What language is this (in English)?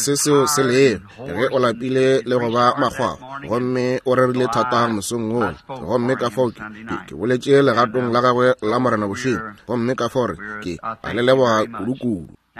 Northern Sotho